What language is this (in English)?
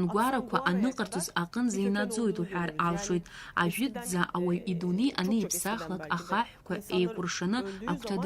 Abkhazian